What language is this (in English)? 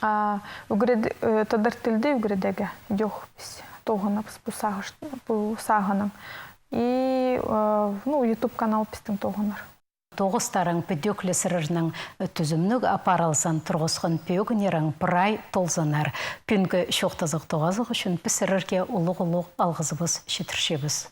Khakas